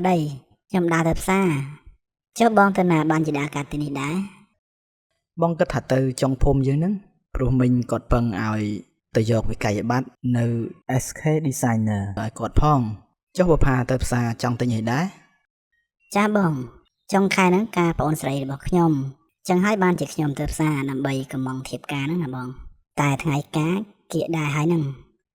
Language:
Khmer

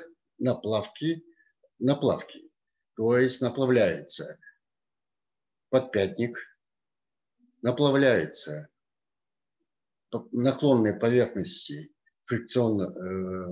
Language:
Russian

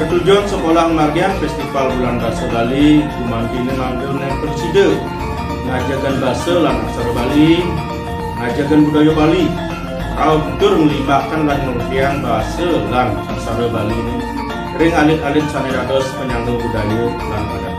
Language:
Balinese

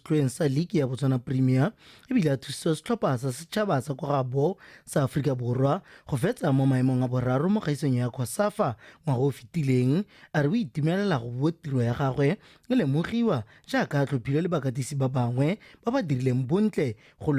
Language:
Tswana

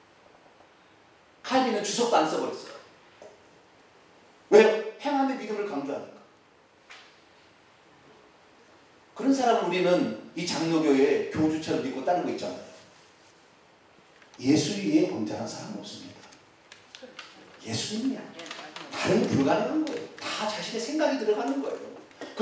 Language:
Korean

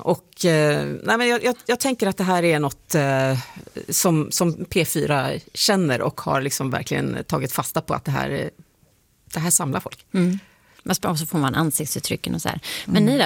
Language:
Swedish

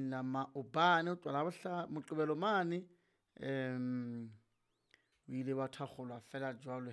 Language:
Southern Sotho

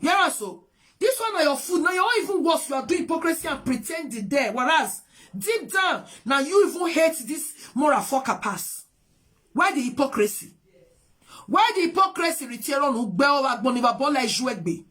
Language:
Nigerian Pidgin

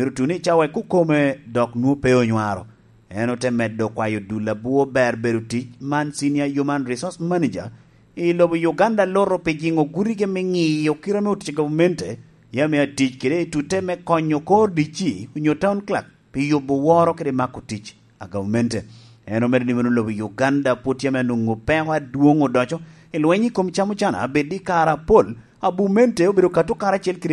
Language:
Lango (Uganda)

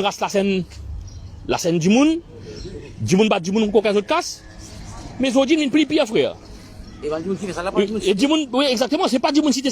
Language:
Morisyen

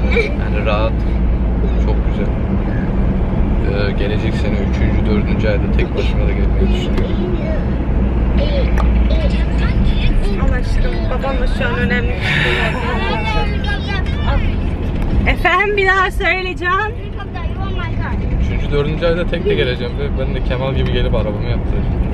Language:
Turkish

